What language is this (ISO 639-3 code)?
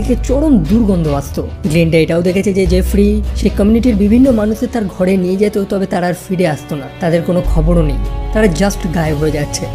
ben